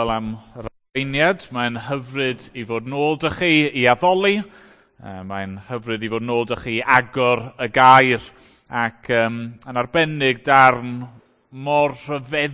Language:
Welsh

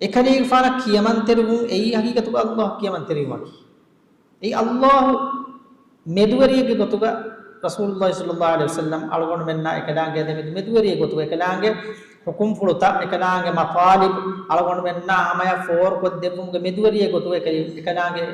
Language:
Divehi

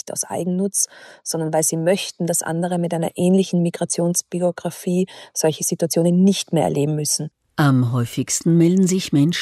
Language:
German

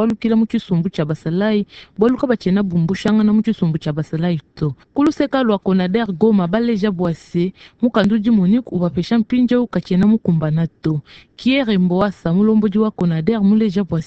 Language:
Luba-Lulua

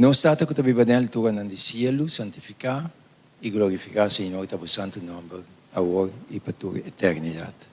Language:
Papiamento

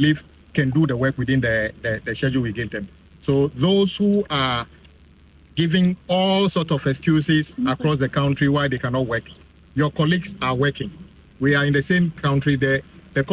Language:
Akan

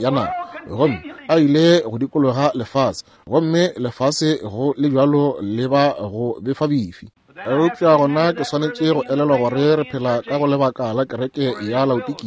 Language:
Northern Sotho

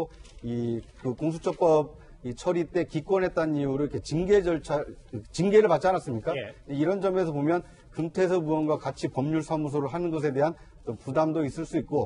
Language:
Korean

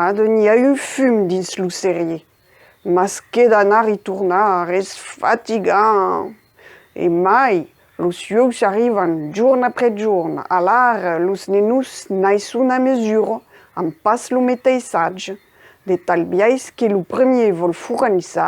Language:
Occitan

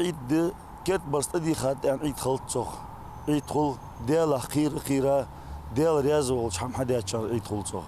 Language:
Ingush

